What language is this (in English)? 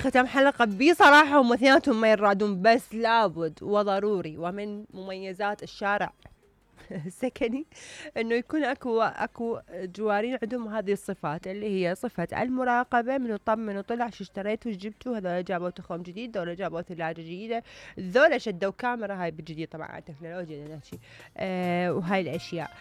Mesopotamian Arabic